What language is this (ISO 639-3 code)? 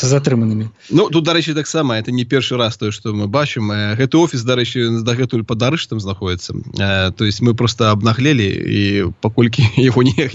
bel